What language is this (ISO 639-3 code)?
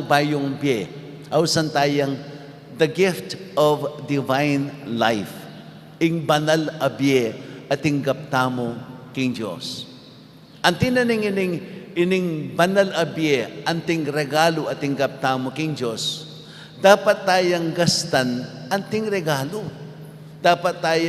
pam